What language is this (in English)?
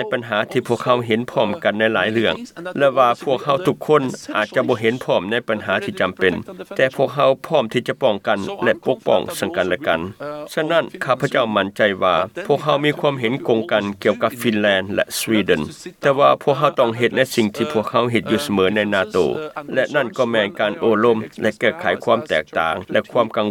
Lao